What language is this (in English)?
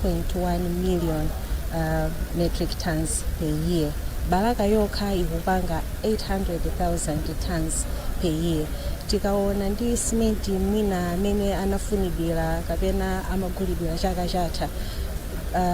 Nyanja